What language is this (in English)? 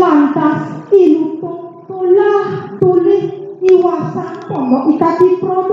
Balinese